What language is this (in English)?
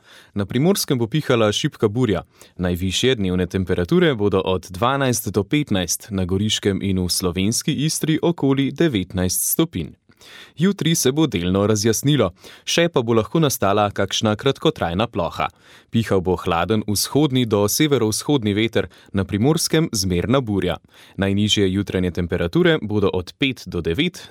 Slovenian